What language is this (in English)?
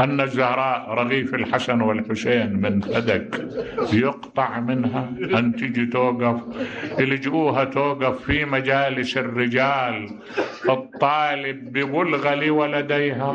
Mesopotamian Arabic